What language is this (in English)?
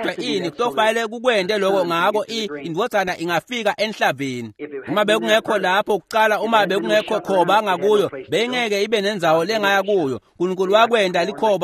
Swati